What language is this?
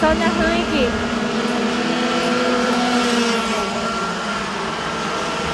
Japanese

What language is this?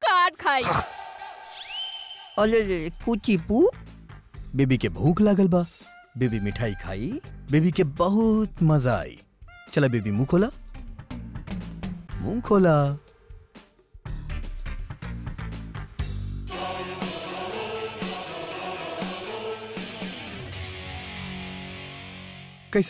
Bhojpuri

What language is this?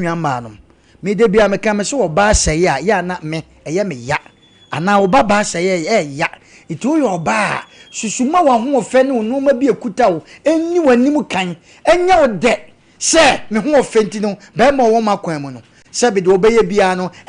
Akan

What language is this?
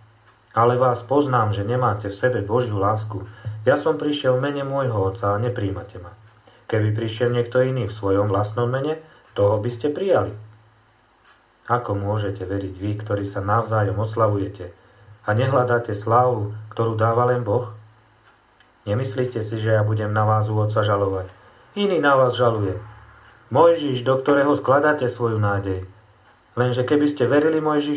Slovak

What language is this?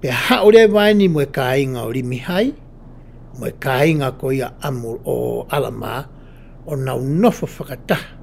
Tongan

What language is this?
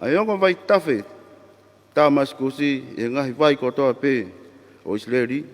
Tongan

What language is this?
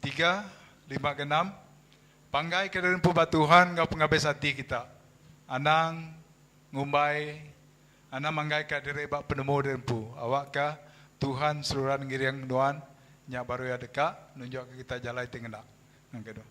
Iban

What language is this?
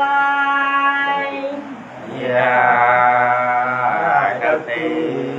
Nung (Viet Nam)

